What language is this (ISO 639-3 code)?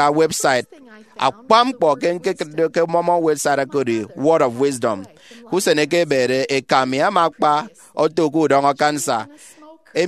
efi